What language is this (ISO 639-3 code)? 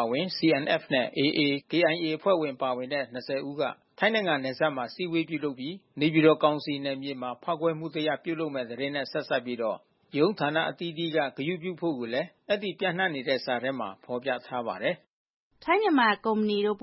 mya